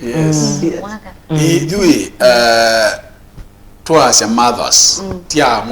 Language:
Kamba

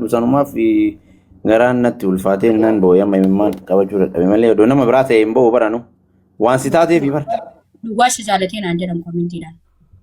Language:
Oromo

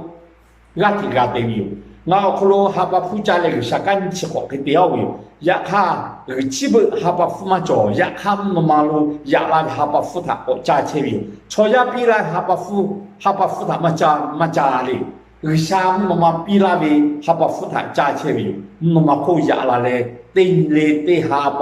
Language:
Lahu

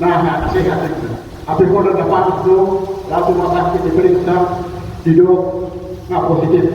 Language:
Batak Toba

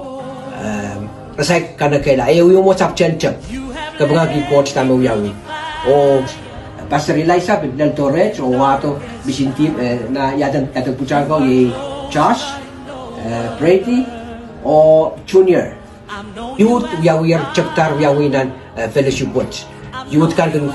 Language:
Pohnpeian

